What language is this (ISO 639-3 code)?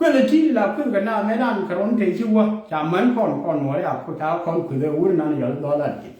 nus